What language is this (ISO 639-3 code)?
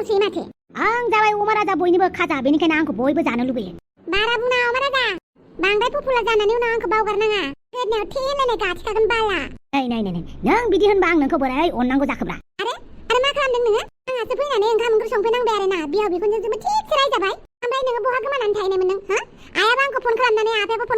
brx